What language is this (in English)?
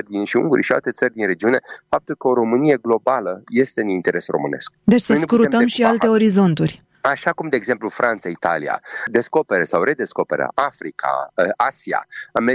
Romanian